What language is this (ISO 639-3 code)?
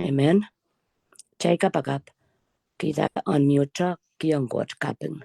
pon